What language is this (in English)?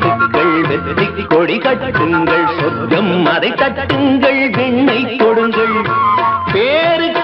Tamil